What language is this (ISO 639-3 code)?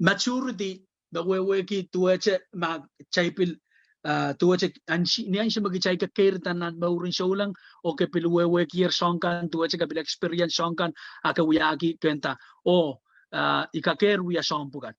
pon